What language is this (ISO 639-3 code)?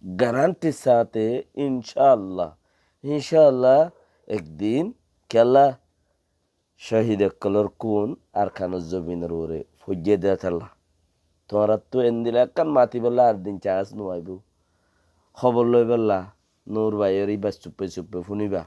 rhg